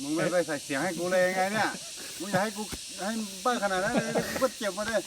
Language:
Hmong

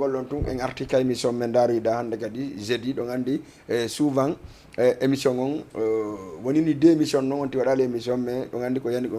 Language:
Fula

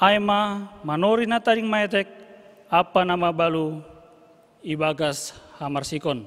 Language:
Batak Simalungun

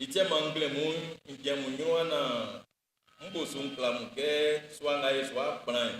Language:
Baoulé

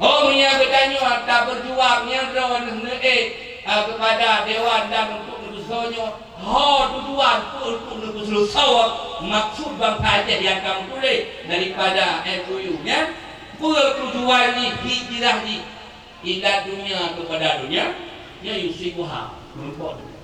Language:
Achinese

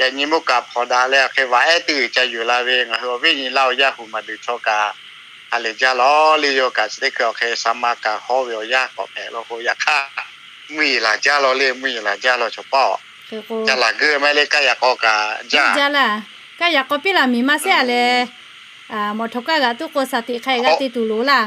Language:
Lahu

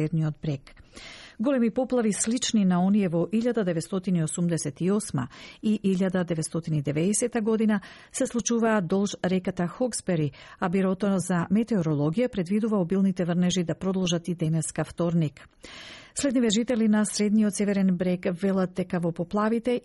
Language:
Macedonian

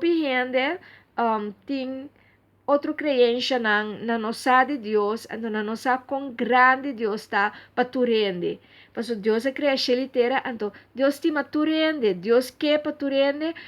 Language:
Papiamento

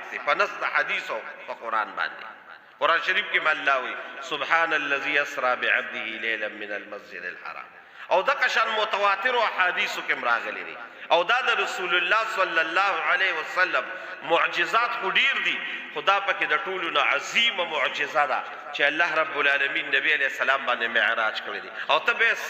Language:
Pashto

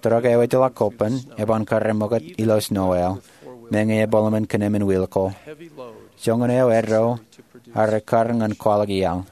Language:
Marshallese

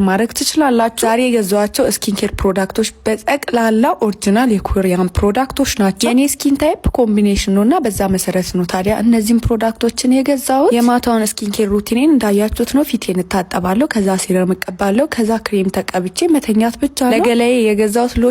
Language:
Amharic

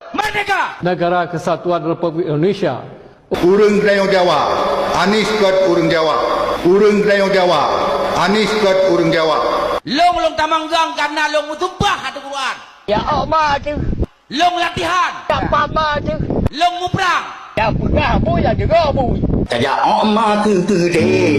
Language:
Achinese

